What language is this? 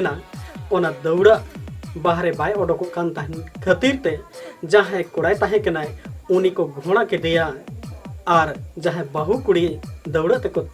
Santali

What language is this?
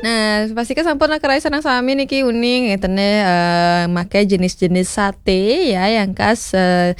Balinese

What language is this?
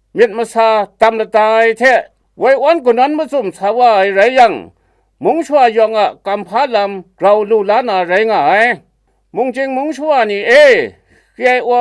Kachin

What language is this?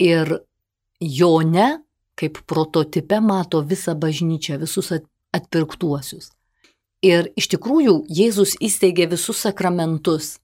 Lithuanian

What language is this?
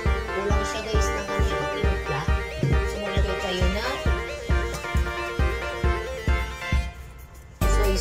Filipino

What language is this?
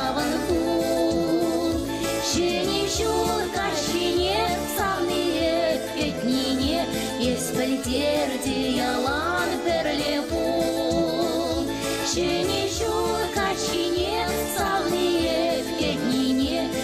Chuvash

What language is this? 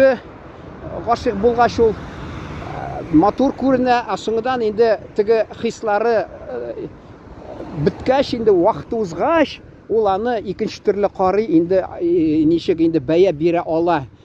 Tatar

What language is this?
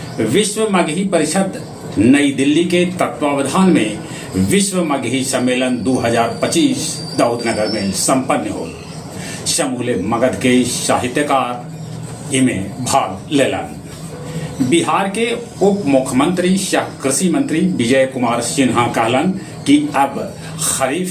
Magahi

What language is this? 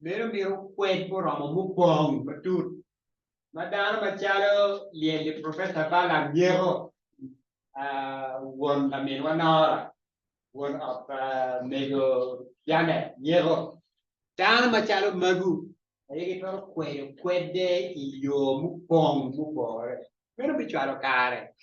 Acoli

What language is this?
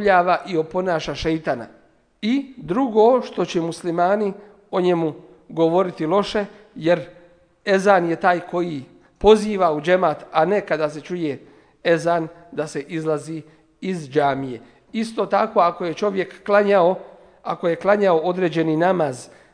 Bosnian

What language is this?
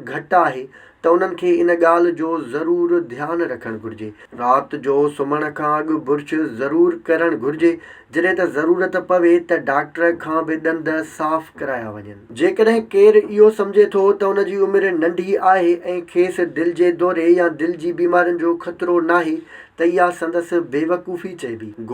Sindhi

